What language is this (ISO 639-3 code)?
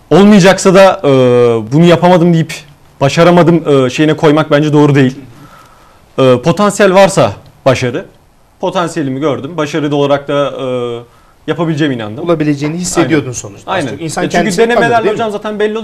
tur